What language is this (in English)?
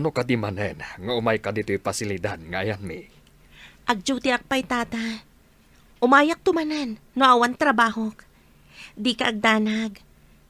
Iloko